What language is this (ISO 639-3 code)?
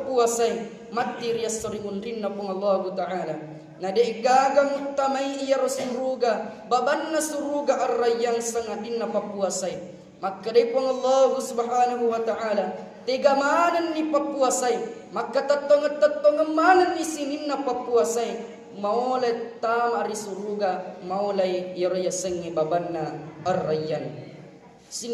bug